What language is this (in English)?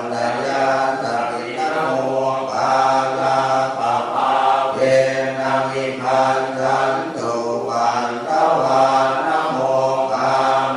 Pali